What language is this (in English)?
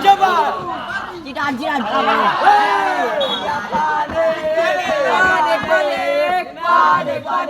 Ambonese Malay